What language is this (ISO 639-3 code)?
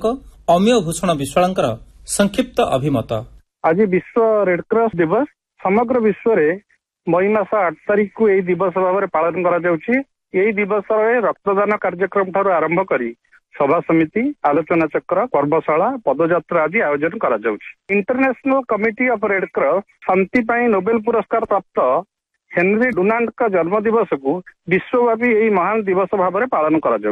ori